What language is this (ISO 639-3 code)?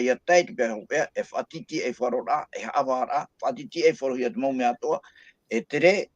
tah